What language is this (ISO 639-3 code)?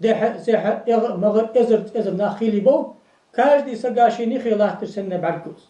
inh